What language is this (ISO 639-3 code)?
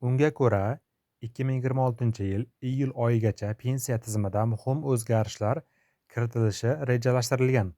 uzb